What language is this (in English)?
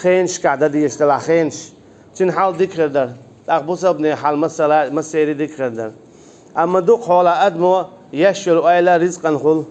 Chechen